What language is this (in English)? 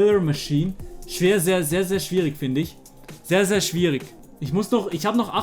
Swiss German